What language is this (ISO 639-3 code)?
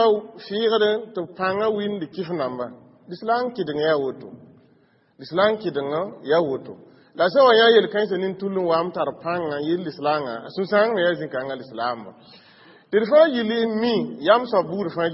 mos